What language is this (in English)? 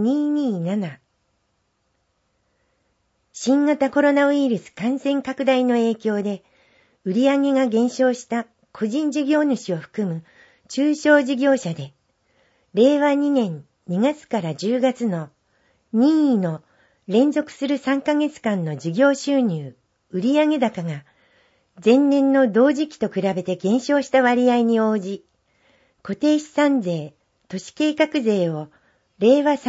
Japanese